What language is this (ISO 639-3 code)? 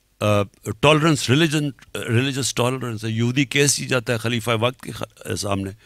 urd